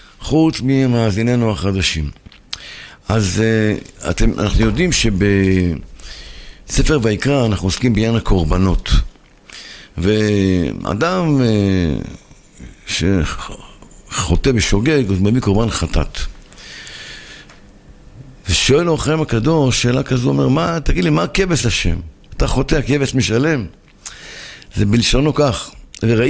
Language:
Hebrew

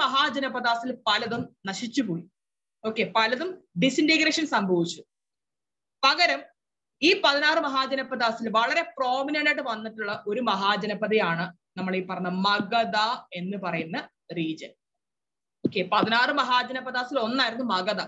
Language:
Malayalam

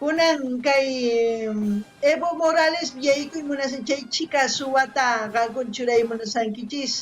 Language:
South Bolivian Quechua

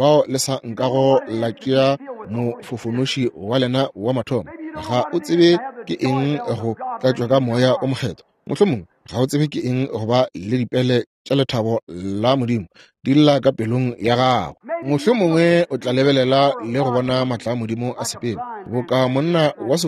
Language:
Northern Sotho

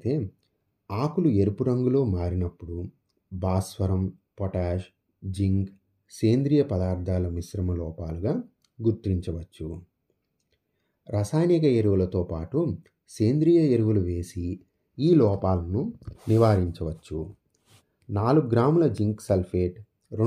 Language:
Telugu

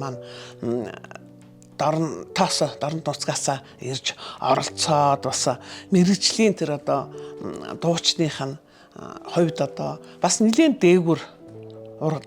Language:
Mongolian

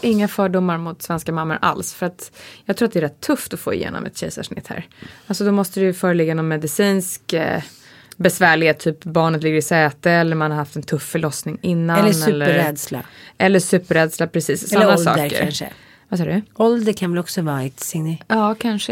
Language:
Swedish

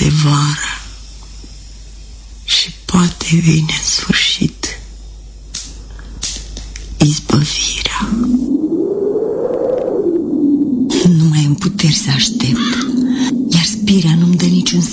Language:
Romanian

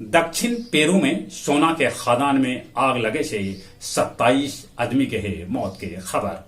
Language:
Magahi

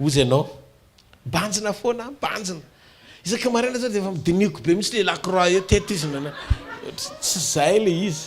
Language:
Malagasy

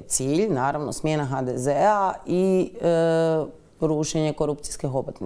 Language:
Croatian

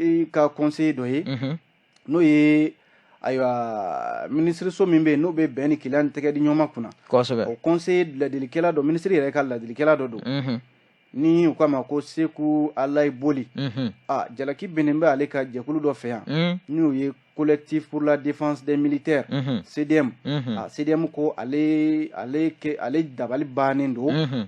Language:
Bambara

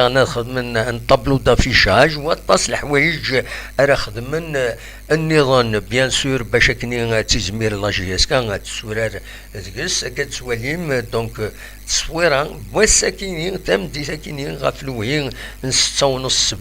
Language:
Kabyle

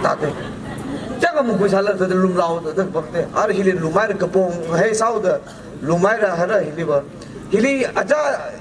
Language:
Tangkhul Naga (India)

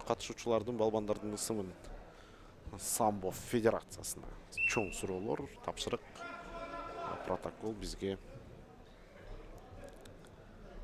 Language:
Kyrgyz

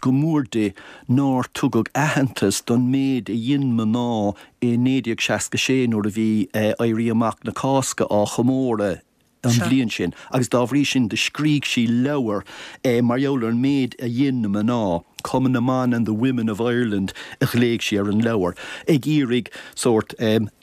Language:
Irish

